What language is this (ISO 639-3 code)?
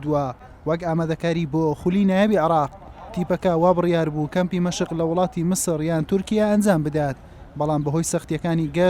ckb